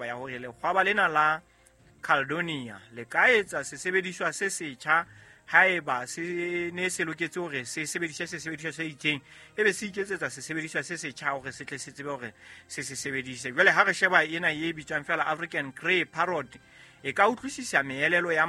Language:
Southern Sotho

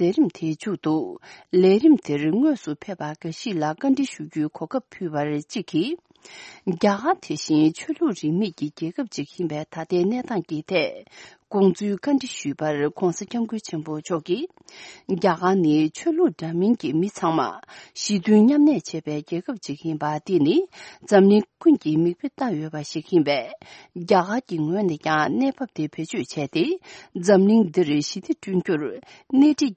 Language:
Tibetan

